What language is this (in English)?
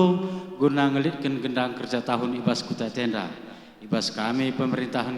Batak Karo